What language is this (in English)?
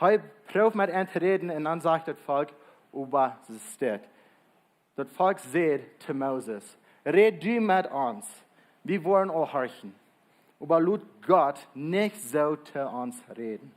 Plautdietsch